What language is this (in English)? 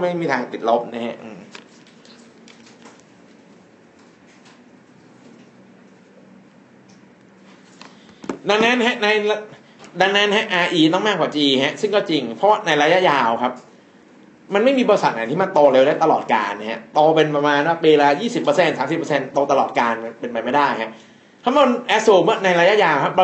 Thai